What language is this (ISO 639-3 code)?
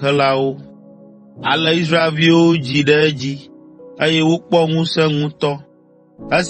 ewe